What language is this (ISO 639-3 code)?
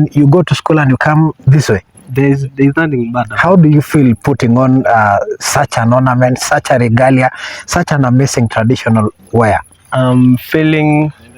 mas